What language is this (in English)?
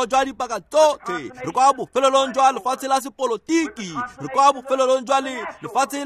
Tswana